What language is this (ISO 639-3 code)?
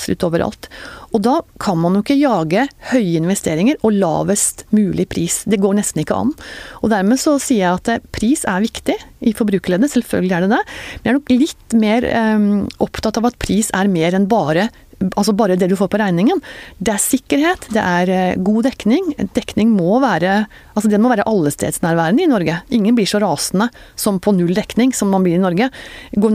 nor